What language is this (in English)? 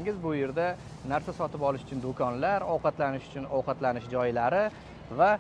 Uzbek